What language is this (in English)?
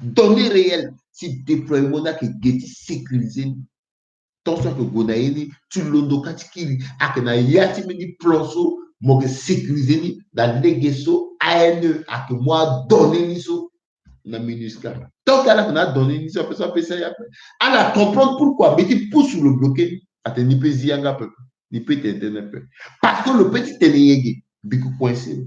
Sango